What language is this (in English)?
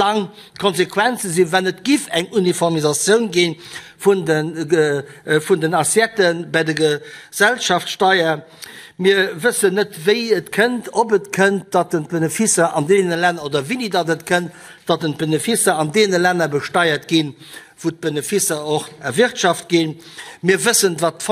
Luxembourgish